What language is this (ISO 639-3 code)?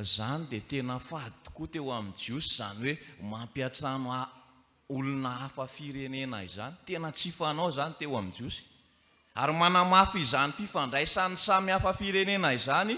mlg